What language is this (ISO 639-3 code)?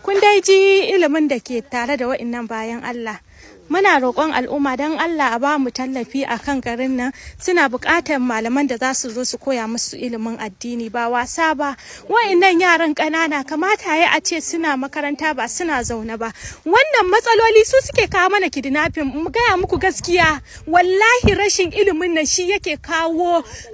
hau